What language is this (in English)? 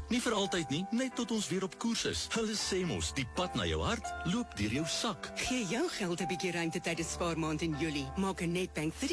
Afrikaans